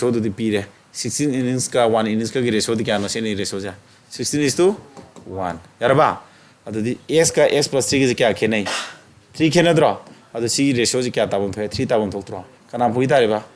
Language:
Manipuri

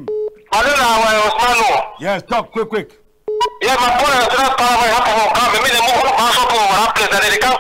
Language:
Cameroon Pidgin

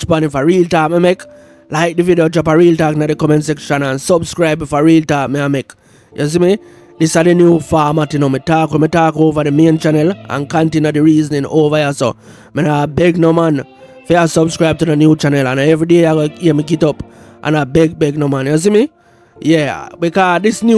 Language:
Jamaican Creole English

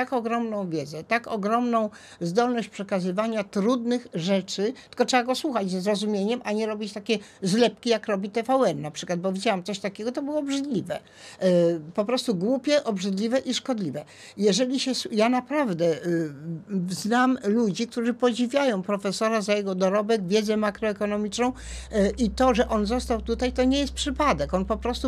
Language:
Polish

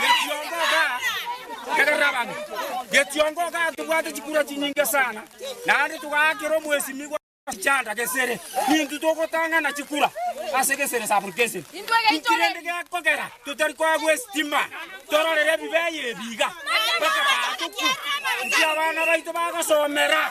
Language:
Gusii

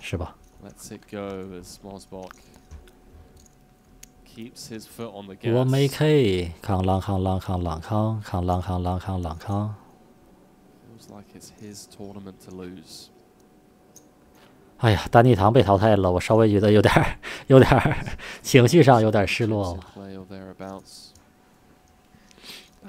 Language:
Chinese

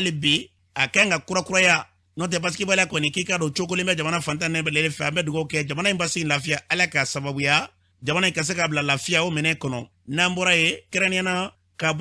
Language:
Bambara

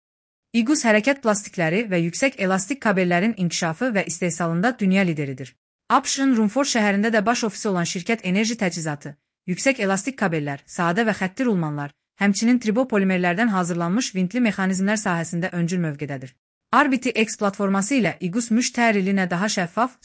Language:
Azerbaijani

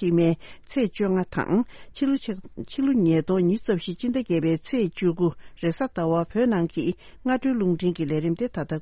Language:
Tibetan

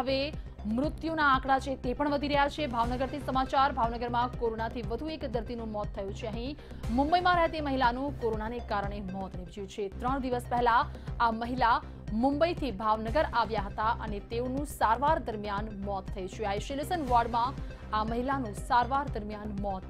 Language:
Gujarati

